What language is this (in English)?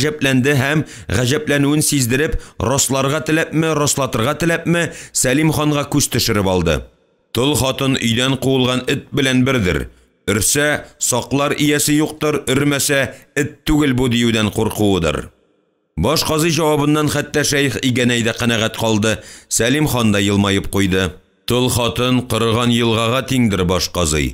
Tatar